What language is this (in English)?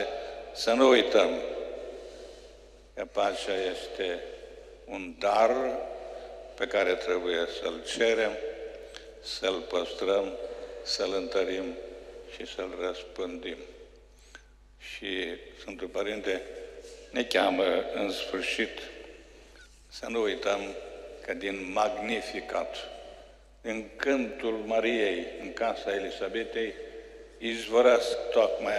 Romanian